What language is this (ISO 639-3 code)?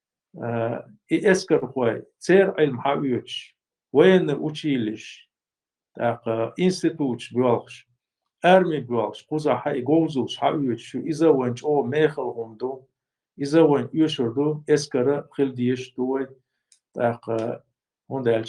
che